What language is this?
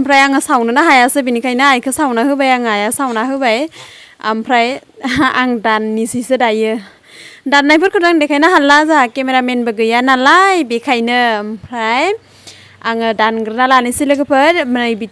Bodo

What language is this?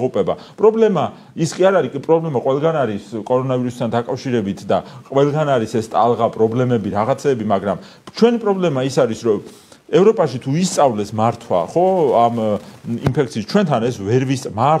Georgian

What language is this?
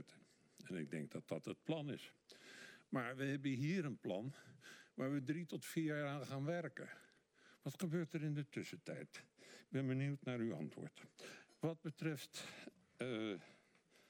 Dutch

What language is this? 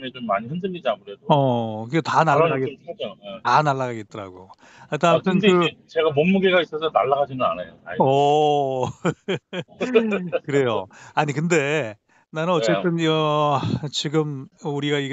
Korean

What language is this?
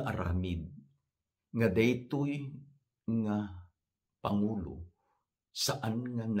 Iloko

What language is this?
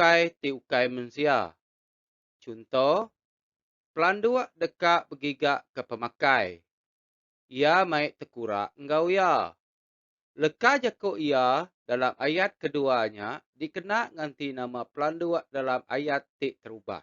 Iban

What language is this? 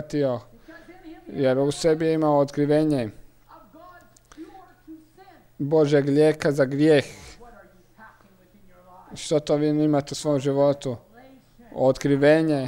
Croatian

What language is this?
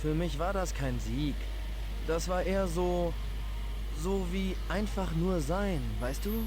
Swiss German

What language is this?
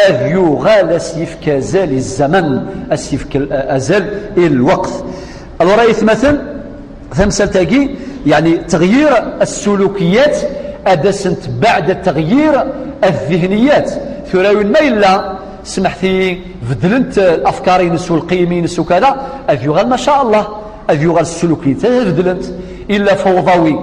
Kabyle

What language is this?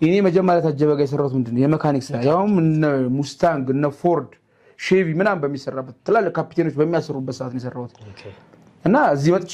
Amharic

